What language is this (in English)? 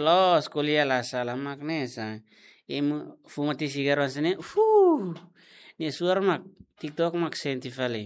Tetum